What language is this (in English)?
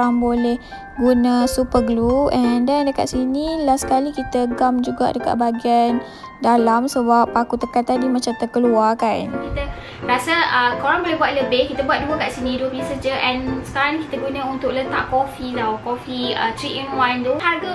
Malay